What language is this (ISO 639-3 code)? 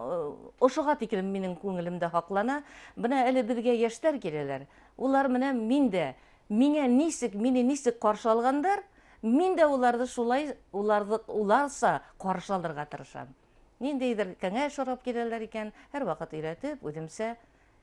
bak